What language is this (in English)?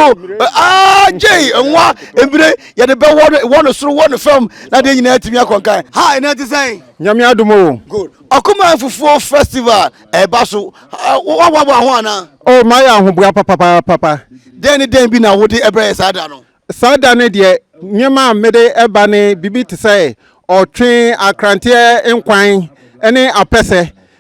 Akan